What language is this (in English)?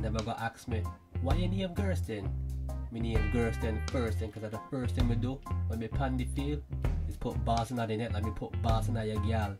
Jamaican Creole English